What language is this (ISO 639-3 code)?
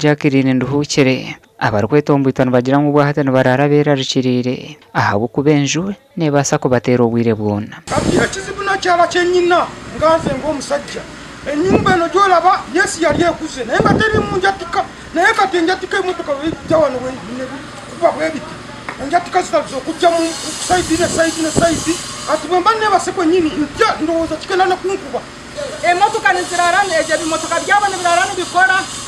nyn